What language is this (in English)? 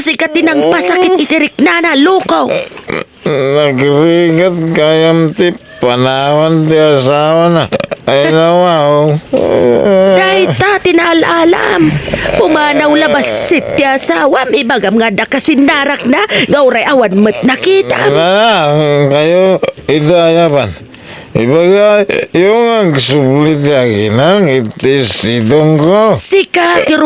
Iloko